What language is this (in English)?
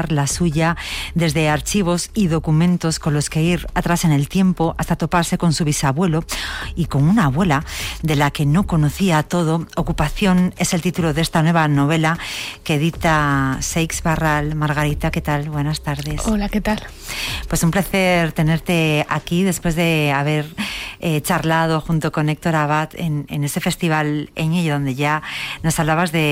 Spanish